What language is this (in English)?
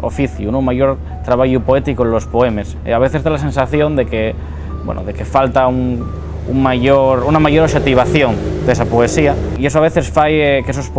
Asturian